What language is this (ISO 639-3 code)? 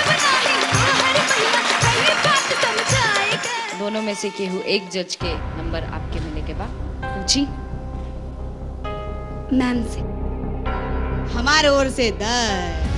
bho